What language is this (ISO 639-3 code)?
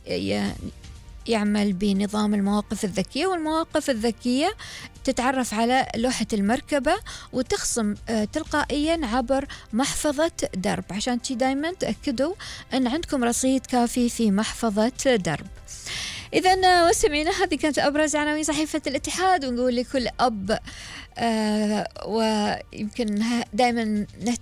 afb